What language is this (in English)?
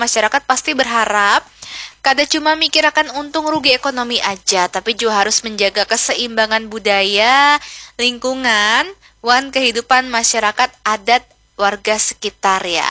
Banjar